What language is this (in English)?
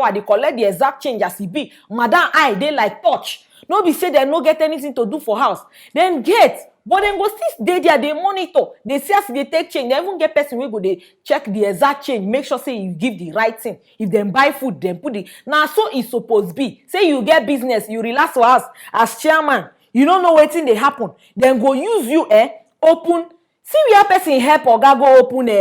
Nigerian Pidgin